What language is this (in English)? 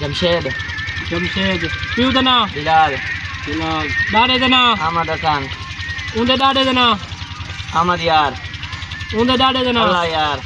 Saraiki